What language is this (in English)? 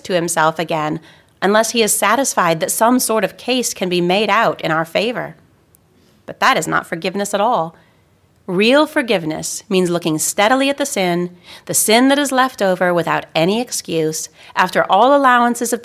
English